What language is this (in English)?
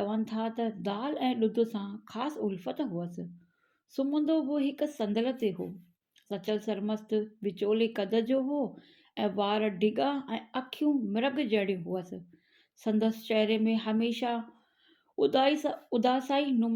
Sindhi